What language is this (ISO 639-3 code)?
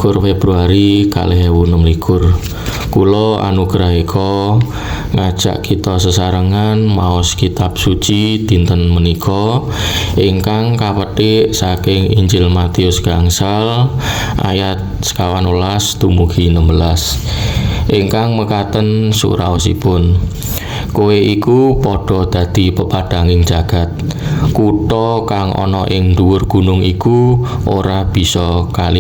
jav